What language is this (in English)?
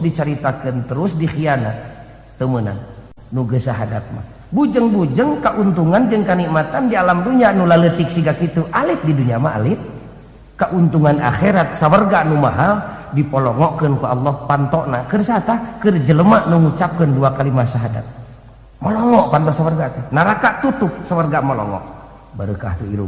Sundanese